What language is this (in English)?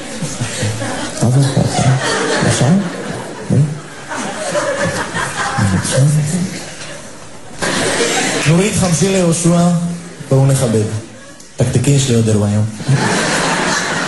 Hebrew